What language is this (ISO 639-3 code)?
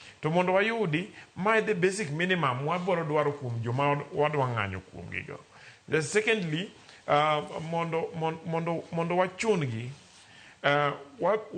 luo